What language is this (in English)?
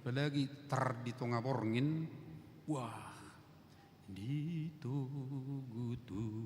Batak Toba